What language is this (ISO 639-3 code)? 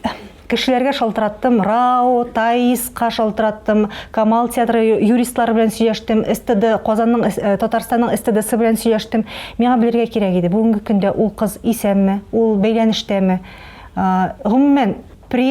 tat